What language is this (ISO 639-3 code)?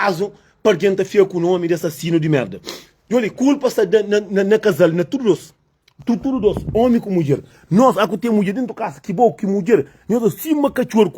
kea